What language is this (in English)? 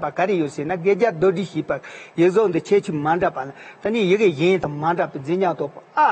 Tibetan